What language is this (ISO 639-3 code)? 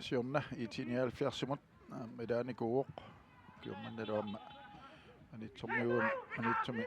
kal